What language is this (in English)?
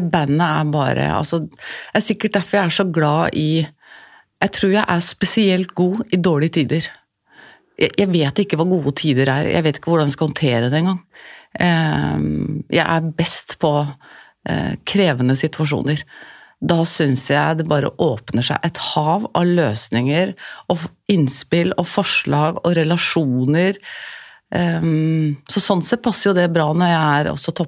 Norwegian